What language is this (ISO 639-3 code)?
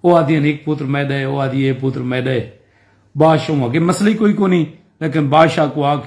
skr